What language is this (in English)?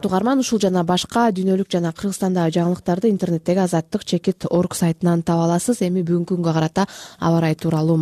Kyrgyz